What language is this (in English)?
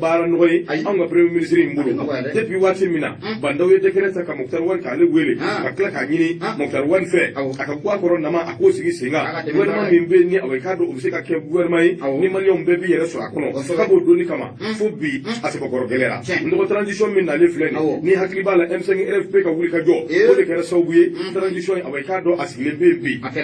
Bambara